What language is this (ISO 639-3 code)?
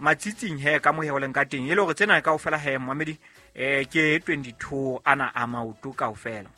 sot